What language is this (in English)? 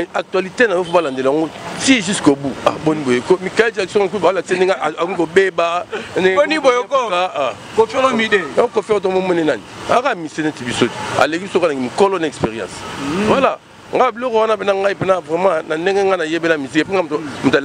Lingala